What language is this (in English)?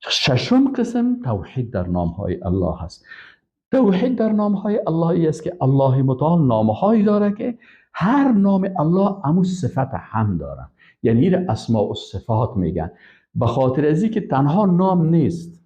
Persian